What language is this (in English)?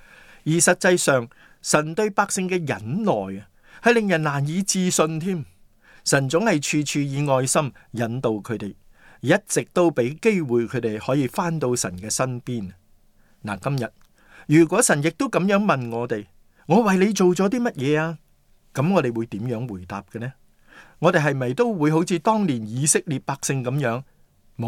Cantonese